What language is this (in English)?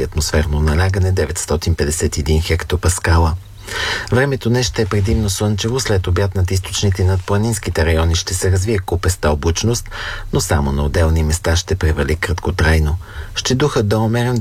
Bulgarian